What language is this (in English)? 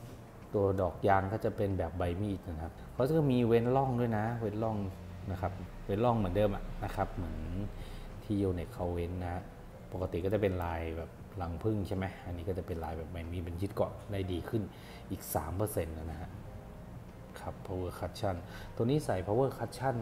Thai